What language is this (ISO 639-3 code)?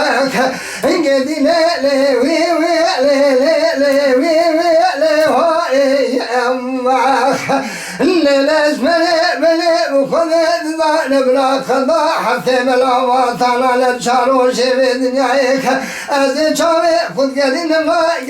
kur